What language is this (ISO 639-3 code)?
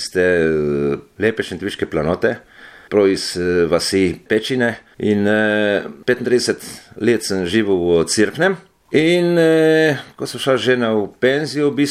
slv